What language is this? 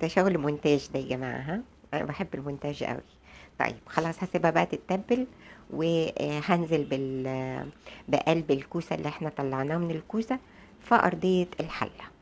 Egyptian Arabic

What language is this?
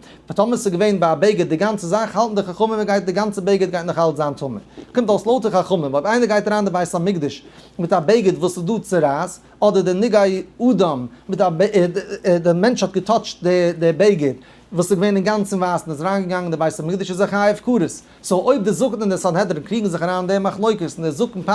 Yiddish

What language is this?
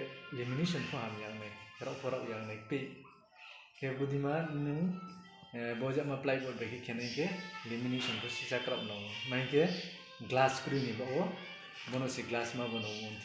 Riang (India)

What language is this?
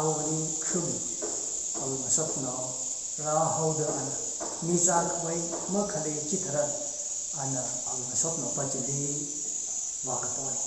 Tangkhul Naga (India)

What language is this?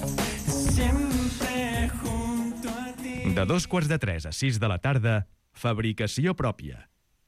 Catalan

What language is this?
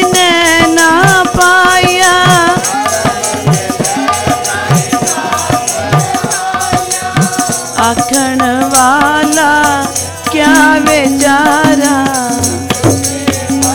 Hindi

